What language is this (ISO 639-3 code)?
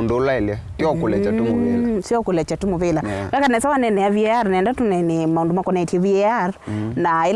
kam